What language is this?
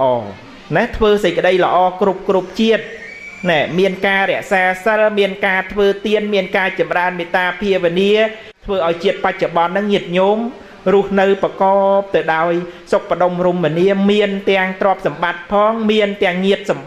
Khmer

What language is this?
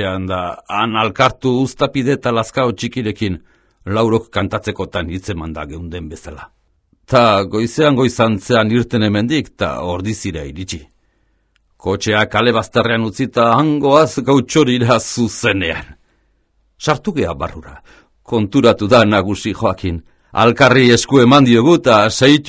Basque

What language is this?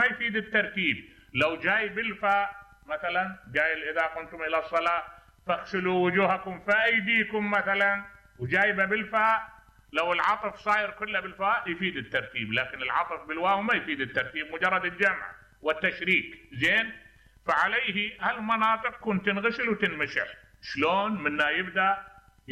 Mesopotamian Arabic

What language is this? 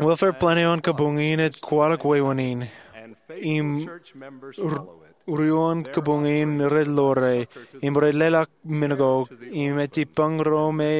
Marshallese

